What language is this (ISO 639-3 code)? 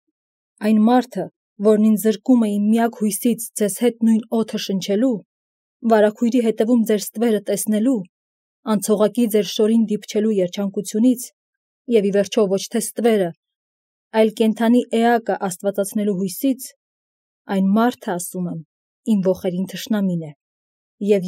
hye